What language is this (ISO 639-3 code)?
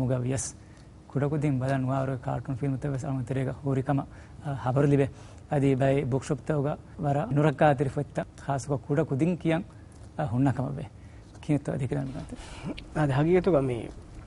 div